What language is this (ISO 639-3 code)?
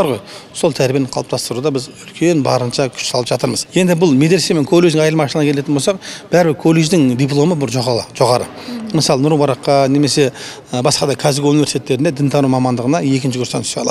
kaz